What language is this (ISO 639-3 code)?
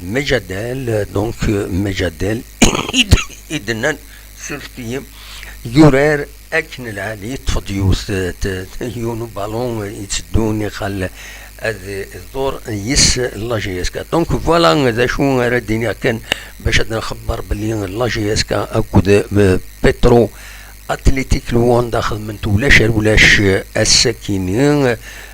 kab